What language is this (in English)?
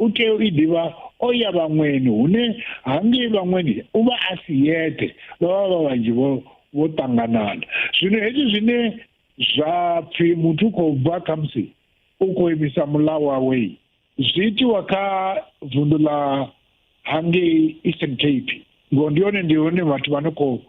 Venda